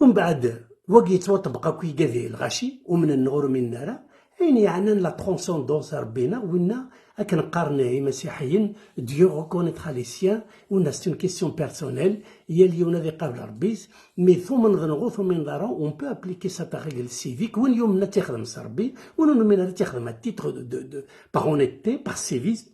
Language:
Kabyle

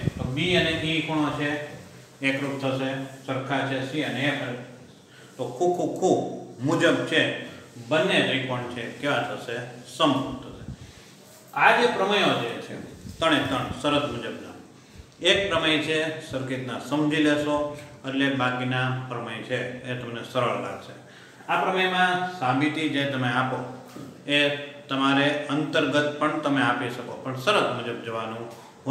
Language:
Gujarati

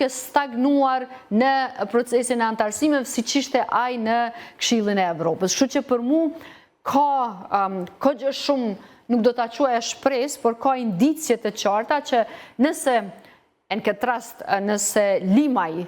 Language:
Albanian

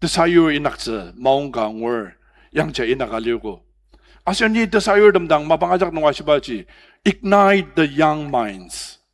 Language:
Ao Naga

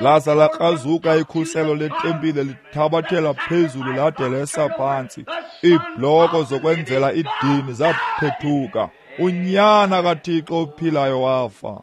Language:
Xhosa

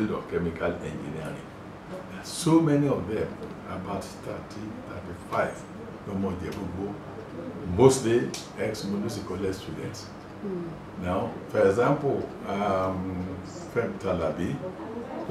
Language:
Yoruba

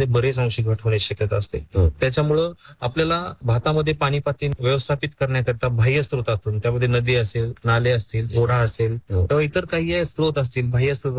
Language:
Marathi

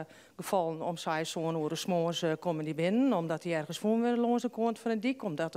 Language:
Western Frisian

